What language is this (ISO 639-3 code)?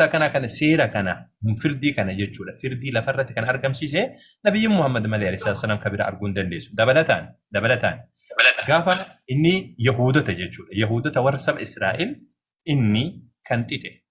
orm